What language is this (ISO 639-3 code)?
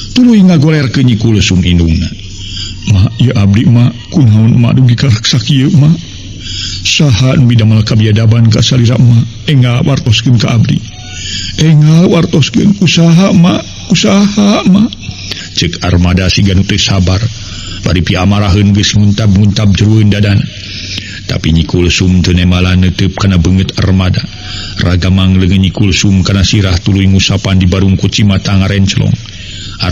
sun